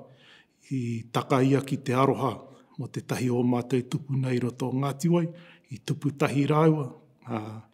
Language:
Māori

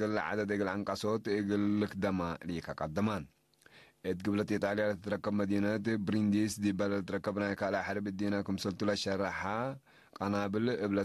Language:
Tigre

